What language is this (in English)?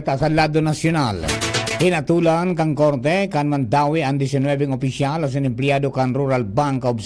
Bikol